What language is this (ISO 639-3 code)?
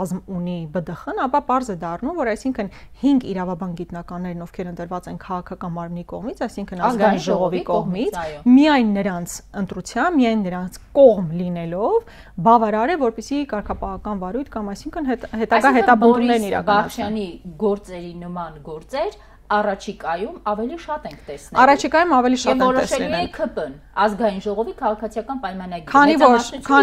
hye